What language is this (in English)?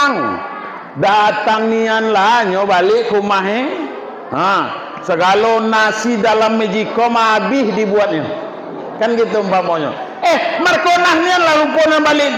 Minangkabau